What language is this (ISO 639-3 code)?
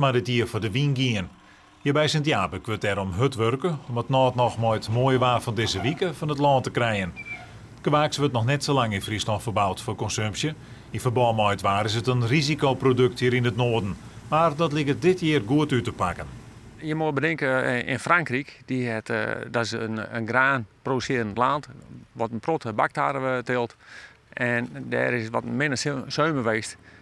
fry